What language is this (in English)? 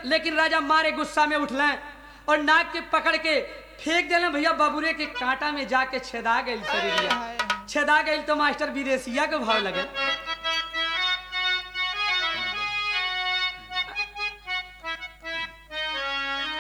Bhojpuri